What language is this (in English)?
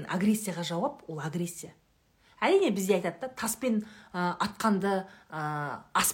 Kazakh